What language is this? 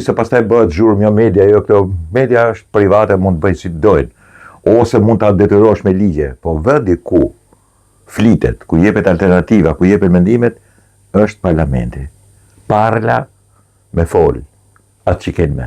Albanian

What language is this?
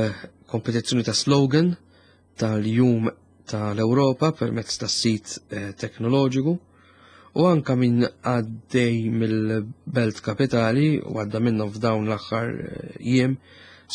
Maltese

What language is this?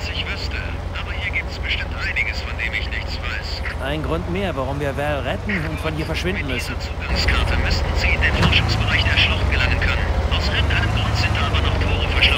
Bavarian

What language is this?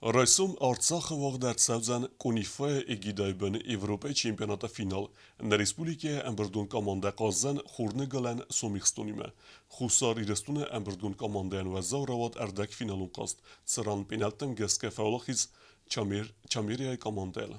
Ossetic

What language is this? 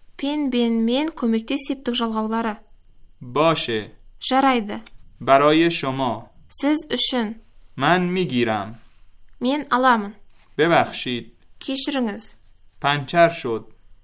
Kazakh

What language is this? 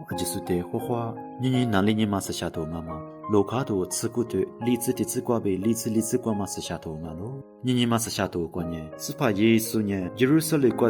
Lisu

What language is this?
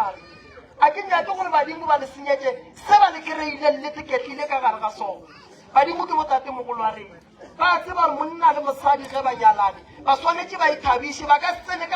Northern Sotho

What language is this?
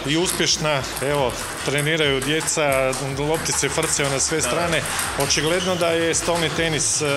Croatian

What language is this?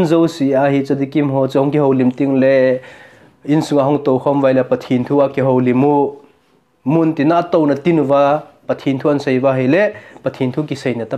Thado Chin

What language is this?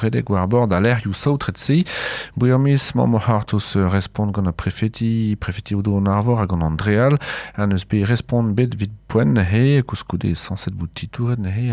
Breton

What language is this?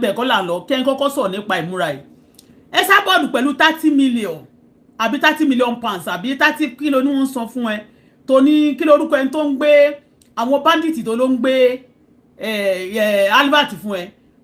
Yoruba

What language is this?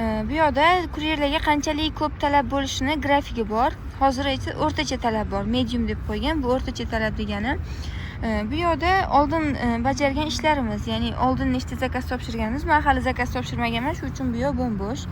Uzbek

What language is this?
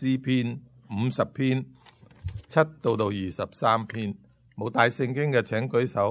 Cantonese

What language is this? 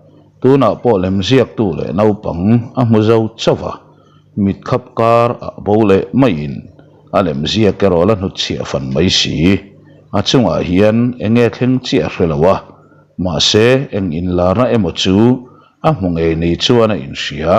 Mizo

